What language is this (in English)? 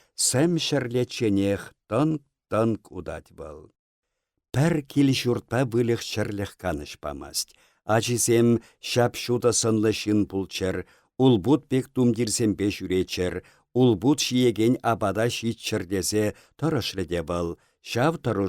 Chuvash